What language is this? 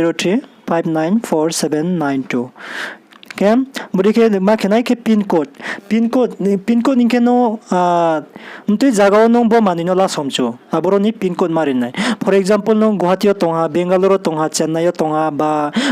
Riang (India)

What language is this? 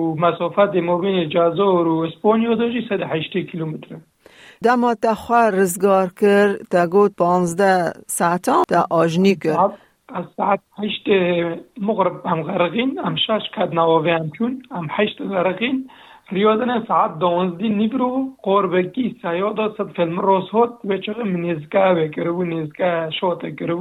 Kurdish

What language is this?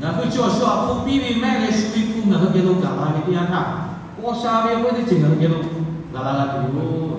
Lahu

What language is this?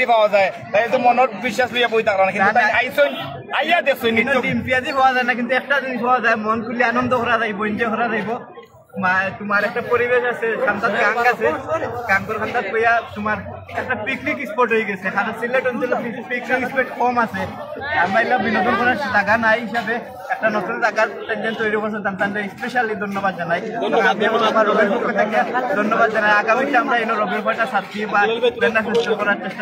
Sylheti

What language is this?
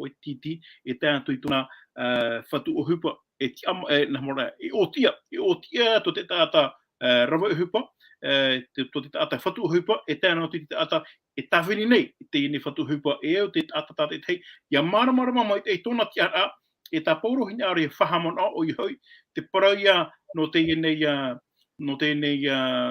Tahitian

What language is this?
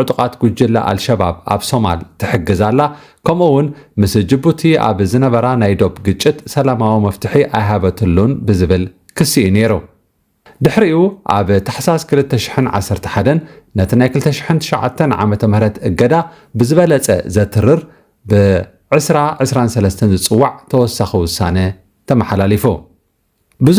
Tigrinya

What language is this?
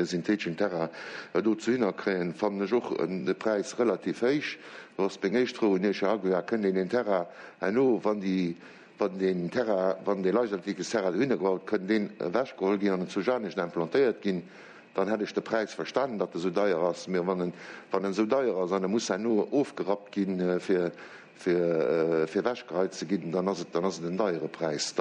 Luxembourgish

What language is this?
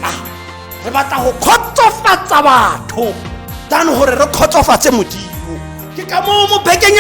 Tswana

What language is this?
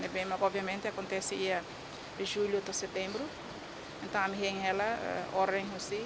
Tetum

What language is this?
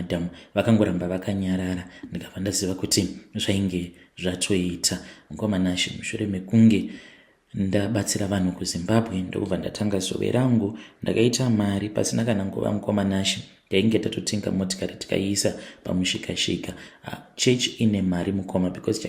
Shona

